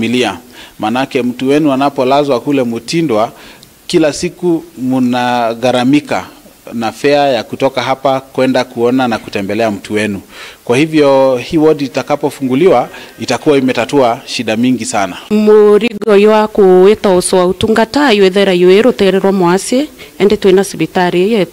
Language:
Meru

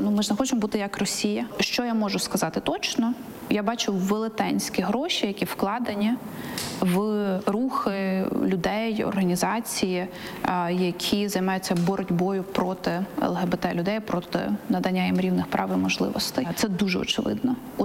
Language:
Ukrainian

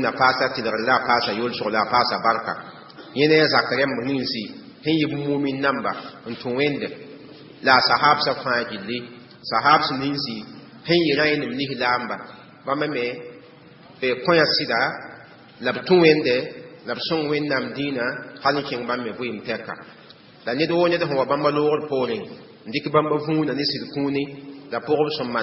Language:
Mossi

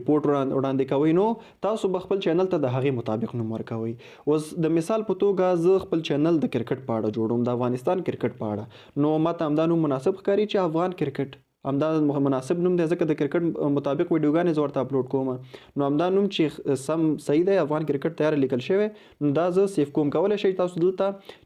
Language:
Pashto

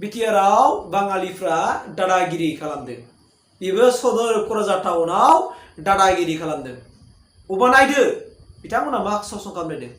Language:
Bodo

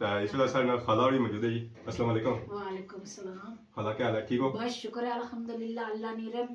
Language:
Pahari-Potwari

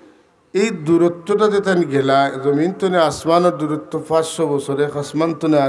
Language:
Sylheti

